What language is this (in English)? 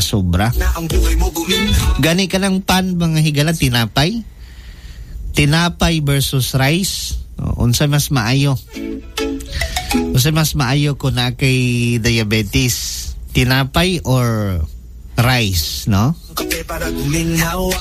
Cebuano